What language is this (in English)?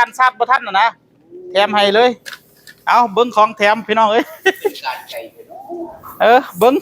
Northeastern Thai